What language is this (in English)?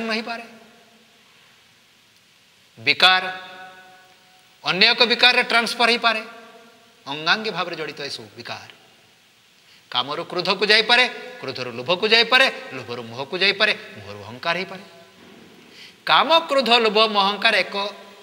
Odia